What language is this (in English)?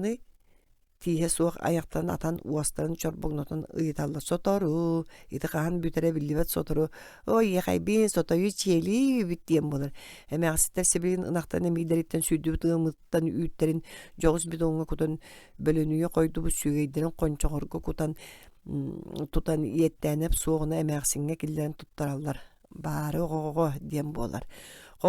Yakut